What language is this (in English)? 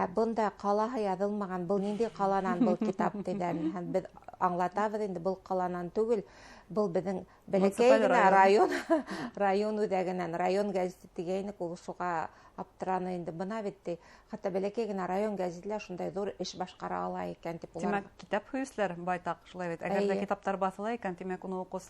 Bashkir